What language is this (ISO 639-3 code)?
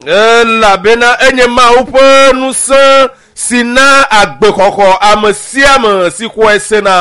ewe